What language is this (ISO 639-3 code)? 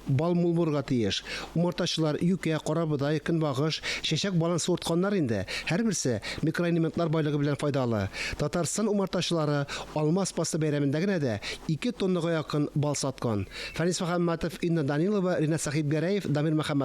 tat